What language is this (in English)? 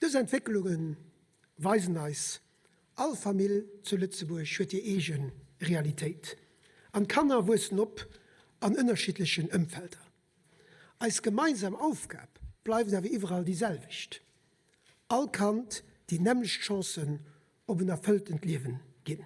Luxembourgish